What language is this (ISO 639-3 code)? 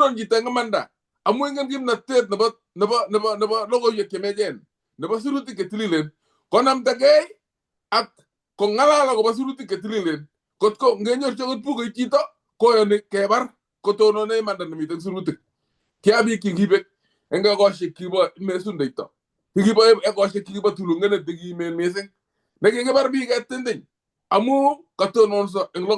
kln